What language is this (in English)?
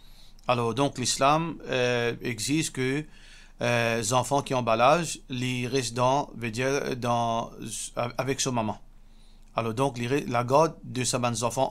Morisyen